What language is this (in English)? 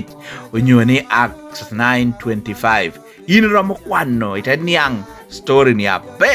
Lango (Uganda)